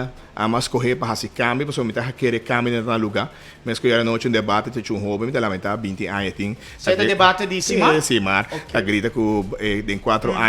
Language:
Papiamento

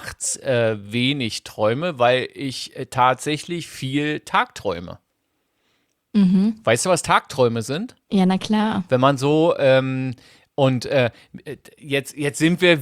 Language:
German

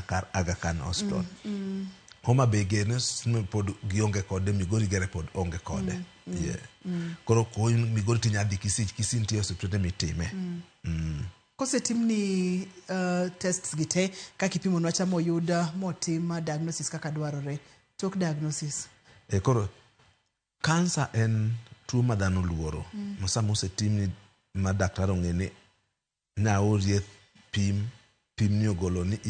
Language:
Luo (Kenya and Tanzania)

